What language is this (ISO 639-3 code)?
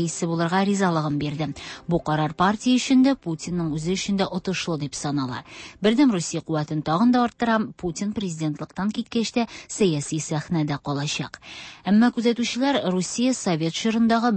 tat